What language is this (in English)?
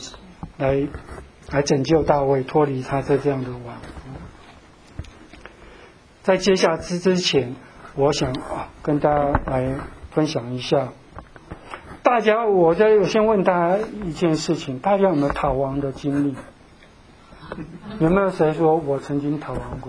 Chinese